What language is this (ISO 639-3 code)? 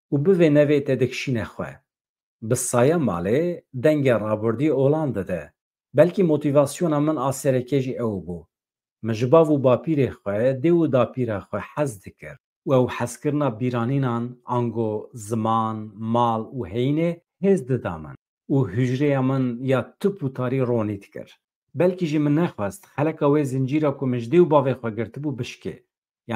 kur